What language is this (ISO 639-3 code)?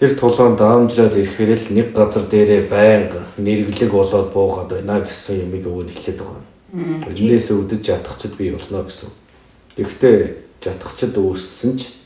mon